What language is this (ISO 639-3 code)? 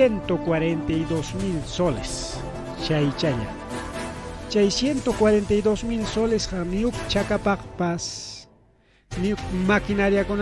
quy